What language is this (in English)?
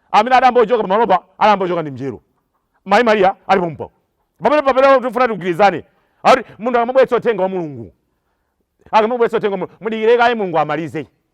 Nyanja